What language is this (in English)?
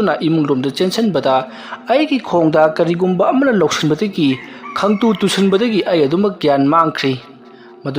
Manipuri